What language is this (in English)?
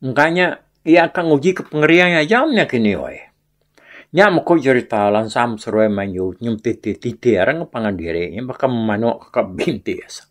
Iban